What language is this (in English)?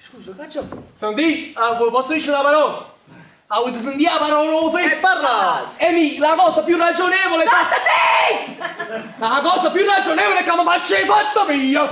Neapolitan